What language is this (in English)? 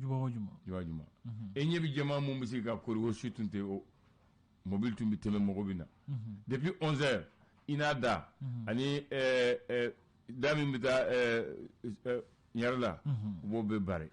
Bambara